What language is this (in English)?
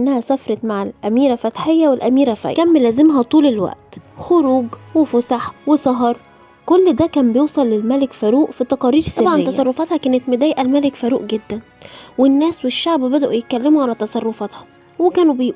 Egyptian Arabic